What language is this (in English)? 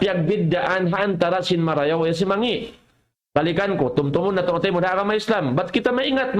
Tausug